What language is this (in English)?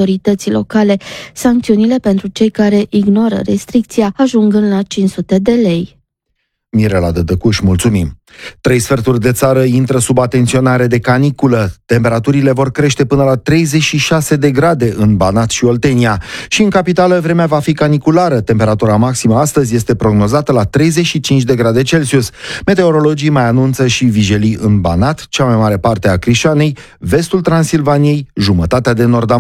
Romanian